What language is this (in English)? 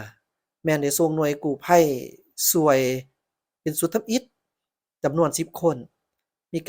Lao